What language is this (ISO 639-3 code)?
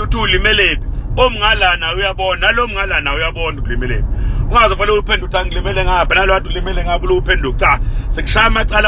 zul